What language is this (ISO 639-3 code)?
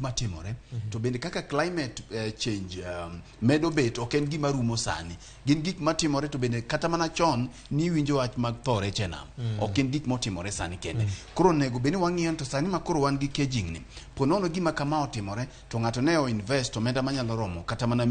luo